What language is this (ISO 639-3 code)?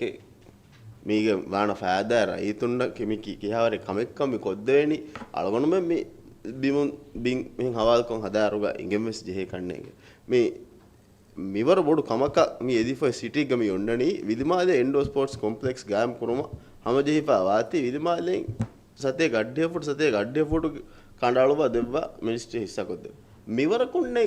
div